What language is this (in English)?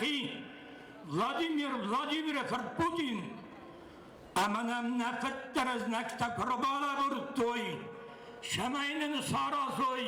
Ossetic